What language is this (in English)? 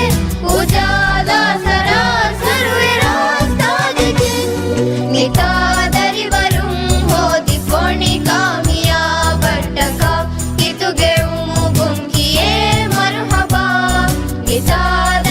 Divehi